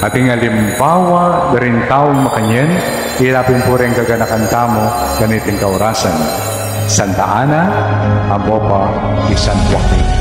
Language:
Pampanga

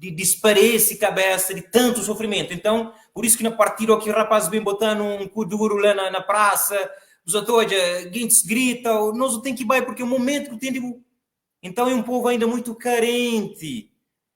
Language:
Kabuverdianu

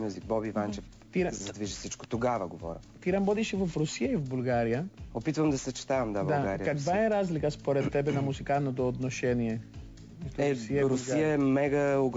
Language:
Bulgarian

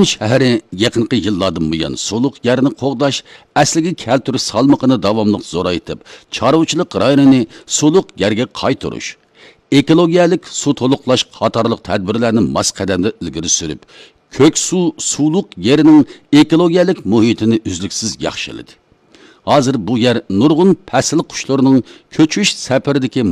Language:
Uyghur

